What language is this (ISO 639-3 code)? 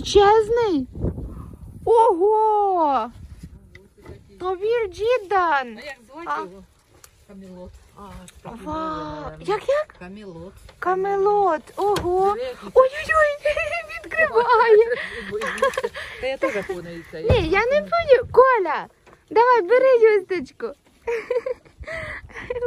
ukr